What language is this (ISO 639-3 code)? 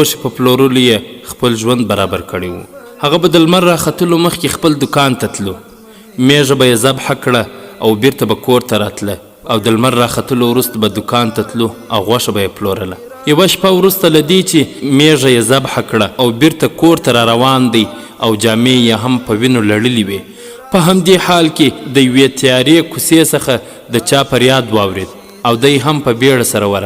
pus